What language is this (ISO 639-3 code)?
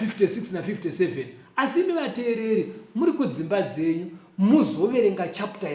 sna